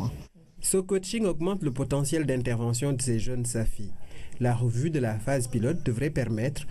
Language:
French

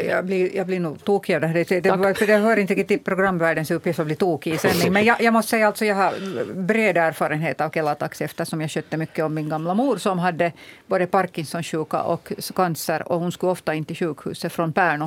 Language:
Swedish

